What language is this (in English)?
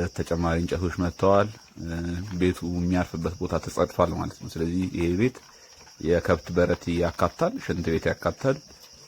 Amharic